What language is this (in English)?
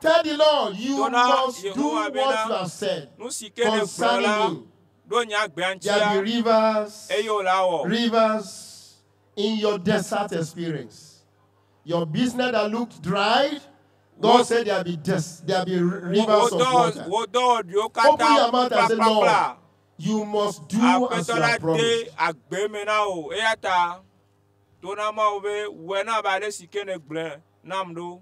Ewe